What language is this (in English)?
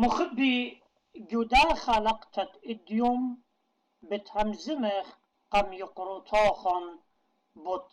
Assyrian Neo-Aramaic